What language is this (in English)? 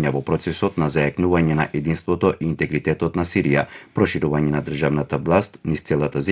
Macedonian